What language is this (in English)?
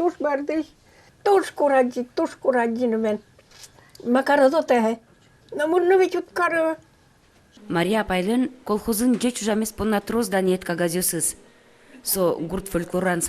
Udmurt